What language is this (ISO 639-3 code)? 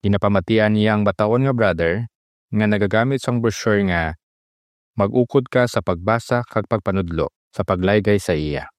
hil